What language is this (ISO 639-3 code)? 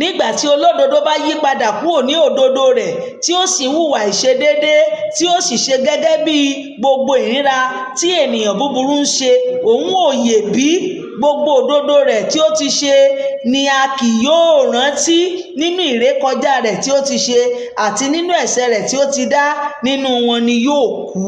yor